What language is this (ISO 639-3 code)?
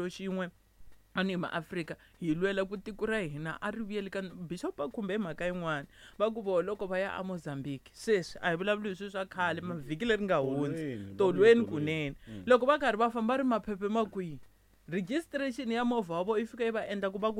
tso